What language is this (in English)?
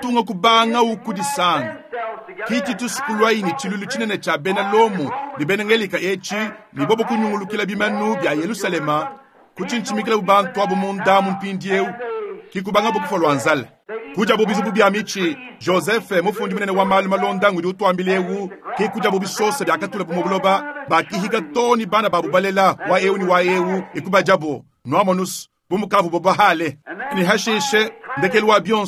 Luba-Lulua